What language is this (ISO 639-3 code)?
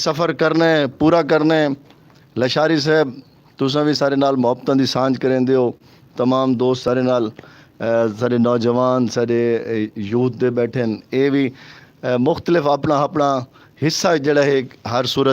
skr